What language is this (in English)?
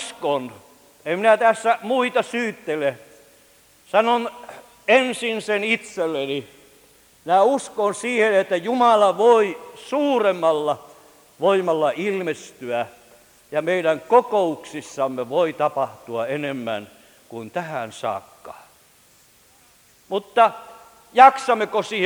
Finnish